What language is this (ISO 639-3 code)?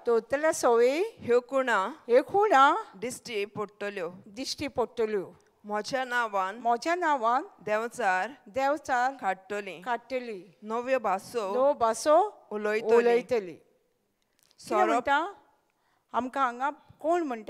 kok